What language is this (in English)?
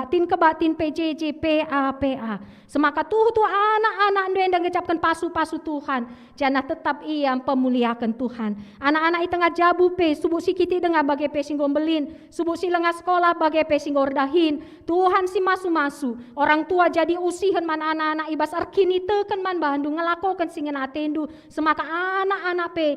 Batak Karo